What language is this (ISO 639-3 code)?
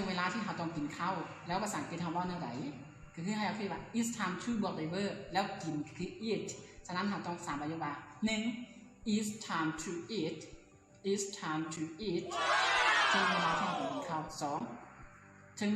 lao